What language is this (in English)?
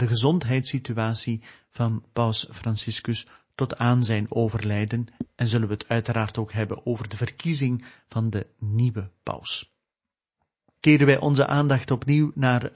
Dutch